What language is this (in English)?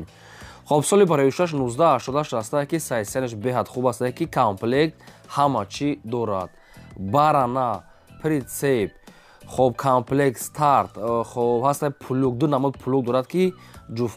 Tajik